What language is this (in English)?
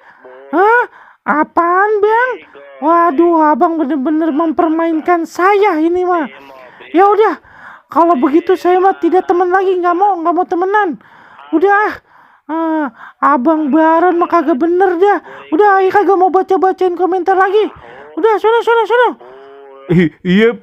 Betawi